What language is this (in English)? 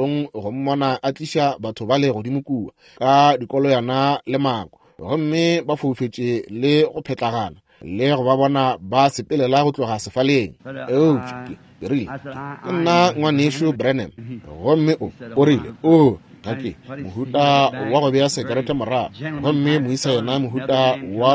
Northern Sotho